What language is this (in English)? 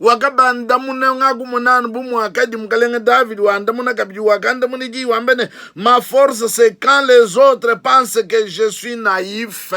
Luba-Lulua